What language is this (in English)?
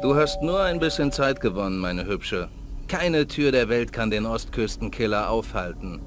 Bavarian